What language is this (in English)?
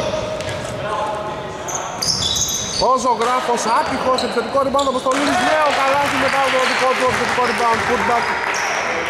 Greek